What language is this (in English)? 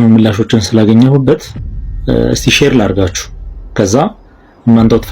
Amharic